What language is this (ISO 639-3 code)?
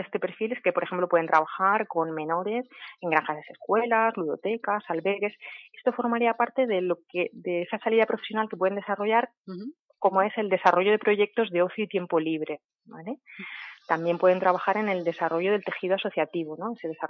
spa